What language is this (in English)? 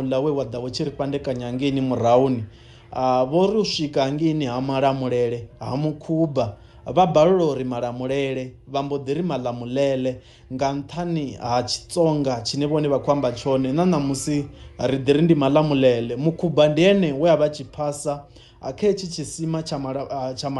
Venda